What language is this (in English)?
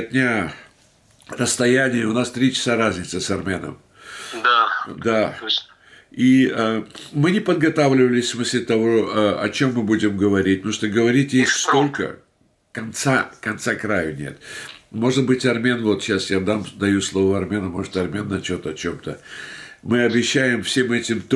Russian